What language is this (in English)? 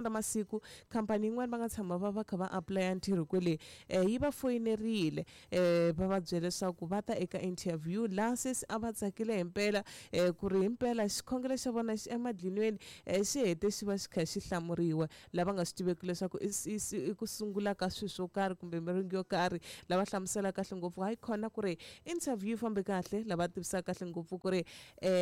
Tsonga